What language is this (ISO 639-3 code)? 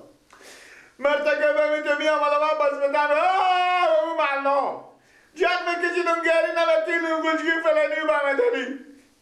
fas